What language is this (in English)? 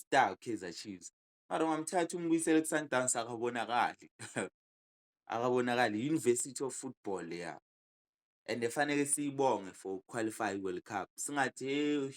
Zulu